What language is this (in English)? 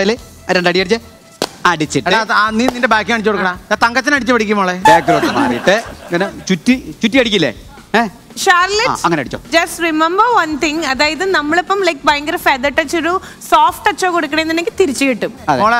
Malayalam